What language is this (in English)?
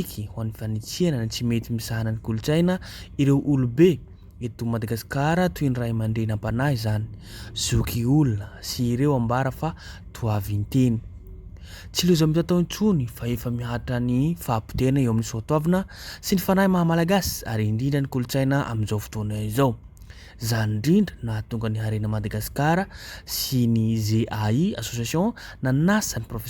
Malagasy